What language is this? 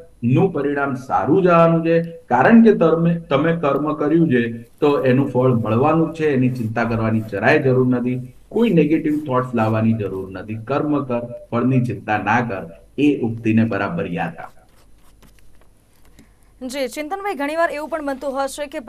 Gujarati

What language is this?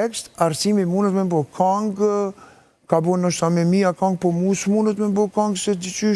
Albanian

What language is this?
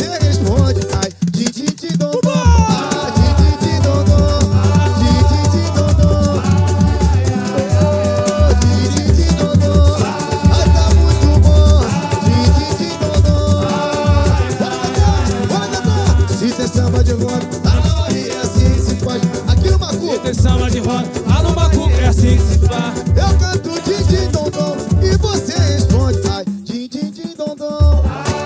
Portuguese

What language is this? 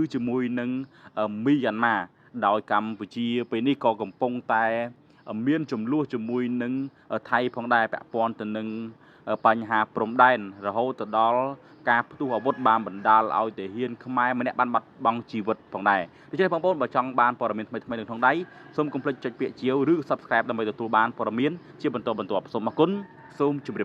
Khmer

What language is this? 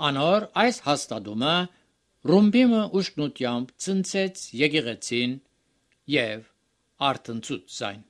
Armenian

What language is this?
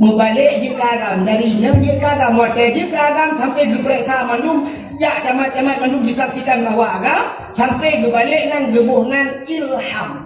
Achinese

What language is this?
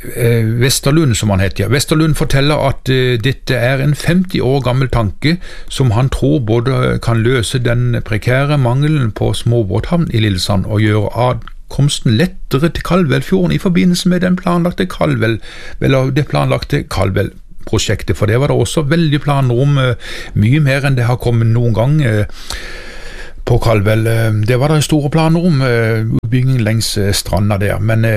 Norwegian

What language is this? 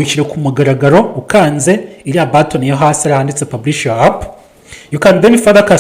Kinyarwanda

